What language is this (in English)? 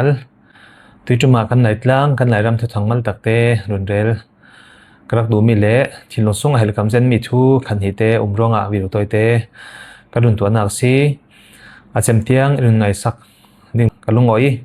Falam Chin